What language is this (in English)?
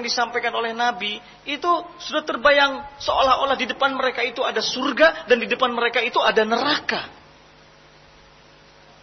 Indonesian